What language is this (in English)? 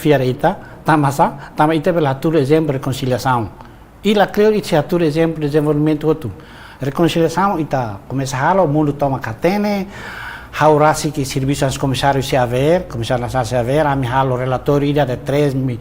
Tetum